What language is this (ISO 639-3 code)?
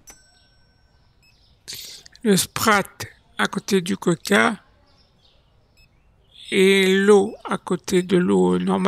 fra